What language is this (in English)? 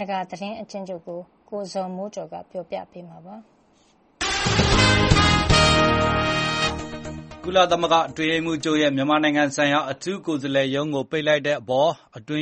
Burmese